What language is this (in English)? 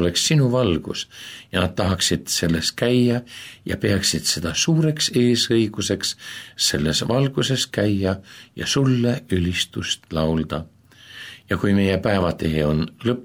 Estonian